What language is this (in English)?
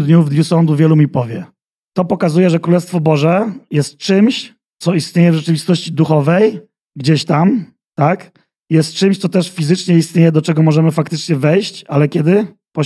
Polish